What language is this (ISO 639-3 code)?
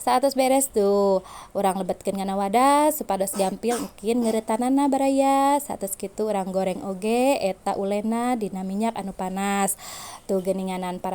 sun